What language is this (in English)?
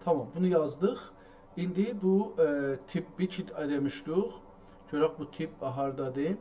South Azerbaijani